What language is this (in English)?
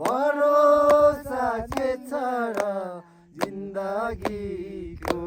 Nepali